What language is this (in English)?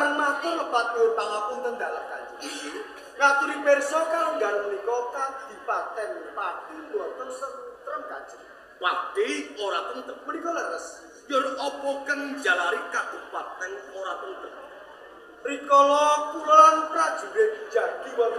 Javanese